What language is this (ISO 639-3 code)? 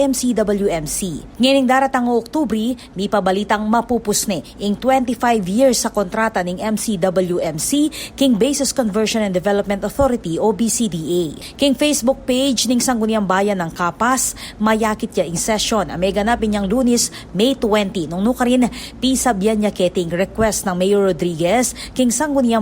pam